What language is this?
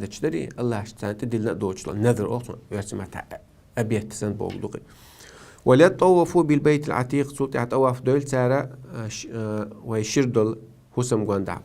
Chechen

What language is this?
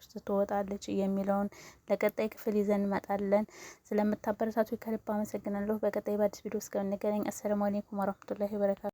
Amharic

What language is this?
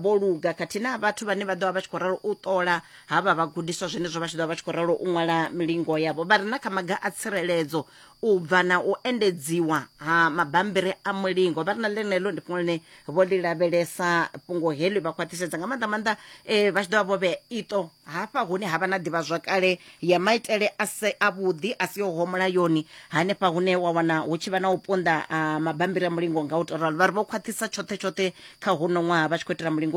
Venda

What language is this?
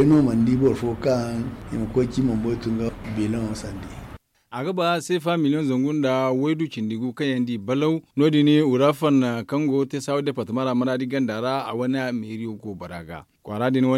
Zarma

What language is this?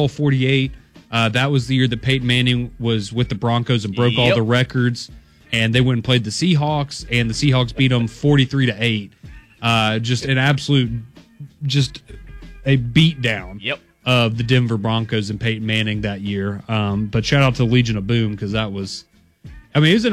English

